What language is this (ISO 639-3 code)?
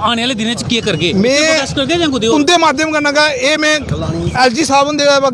doi